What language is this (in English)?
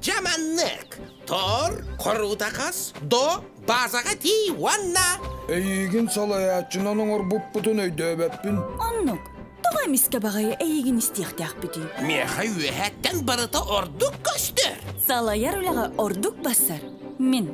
Yakut